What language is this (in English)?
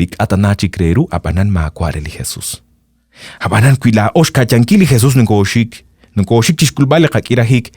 Kekchí